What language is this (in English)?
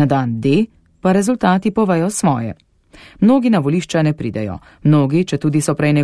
Slovenian